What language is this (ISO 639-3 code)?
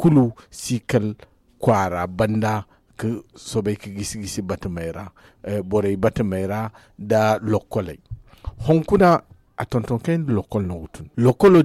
dje